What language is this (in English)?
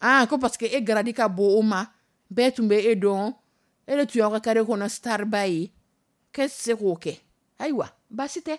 Dyula